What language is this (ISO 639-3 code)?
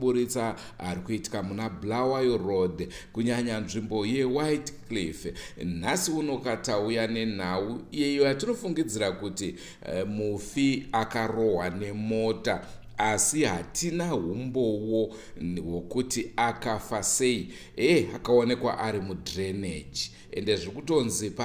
sna